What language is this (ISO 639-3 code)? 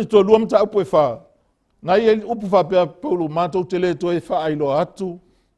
smo